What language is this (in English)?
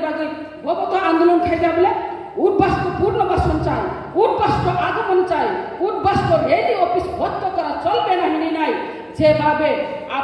Kok Borok